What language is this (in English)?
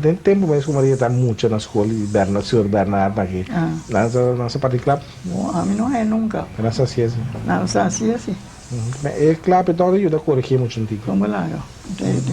Papiamento